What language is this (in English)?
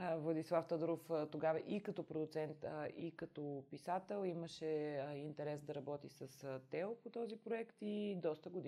Bulgarian